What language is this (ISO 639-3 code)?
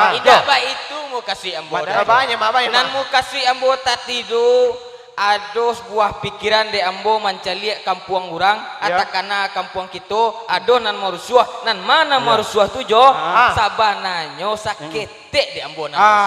min